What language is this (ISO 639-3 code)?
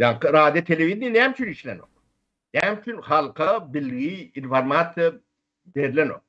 tuk